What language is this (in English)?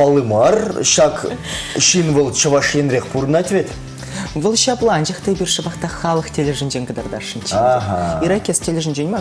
Chuvash